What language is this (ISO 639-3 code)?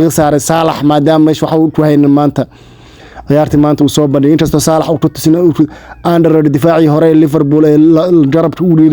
som